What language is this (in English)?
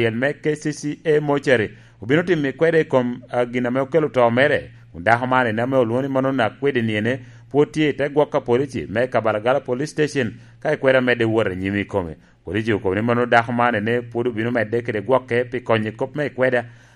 Lango (Uganda)